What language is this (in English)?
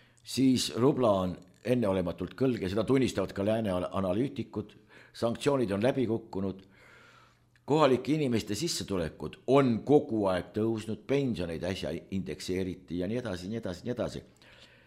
Estonian